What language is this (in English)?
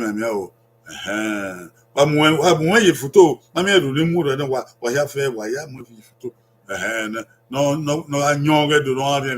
Bini